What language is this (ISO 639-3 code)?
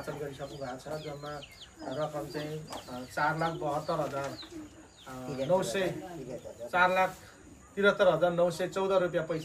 nep